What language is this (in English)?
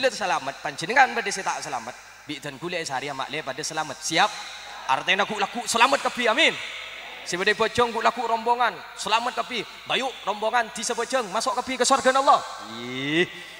Madurese